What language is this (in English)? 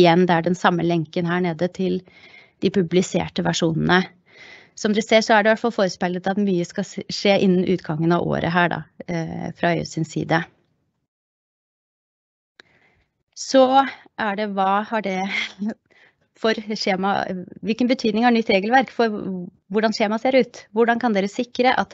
Norwegian